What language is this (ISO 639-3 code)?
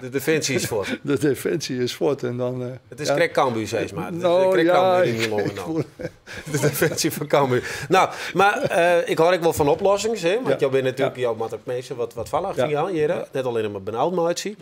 fry